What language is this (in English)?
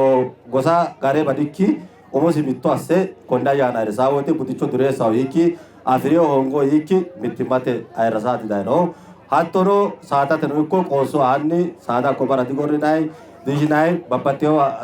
Sidamo